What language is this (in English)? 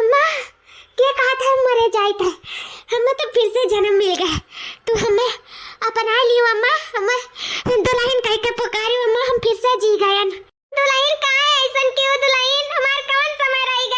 Awadhi